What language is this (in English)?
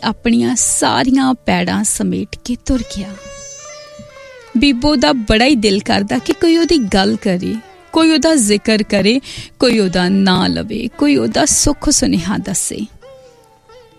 Punjabi